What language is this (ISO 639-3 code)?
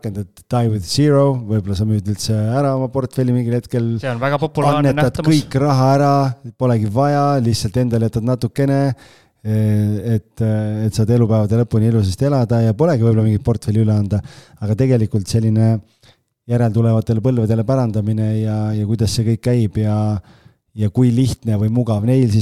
est